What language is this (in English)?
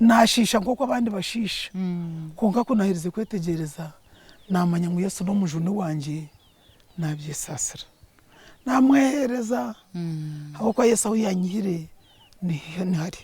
Nyankole